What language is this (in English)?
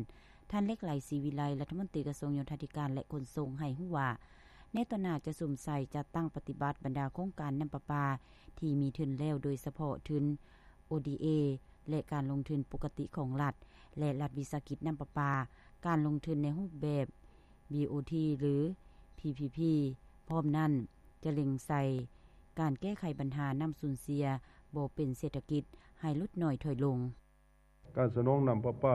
Lao